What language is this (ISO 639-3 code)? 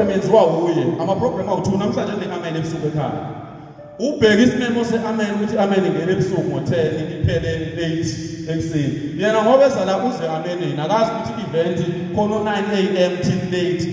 zul